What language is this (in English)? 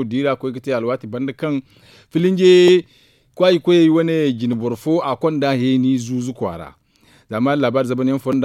Zarma